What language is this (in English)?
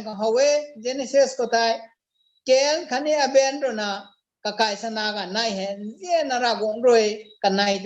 Rongmei Naga